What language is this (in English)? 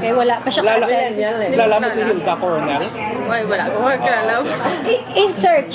Hiligaynon